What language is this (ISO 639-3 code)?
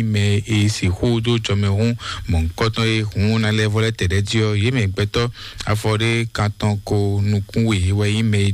fon